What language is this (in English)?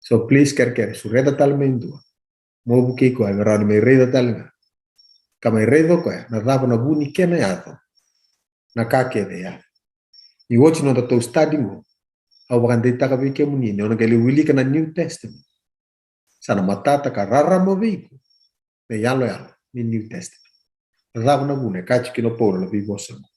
Fijian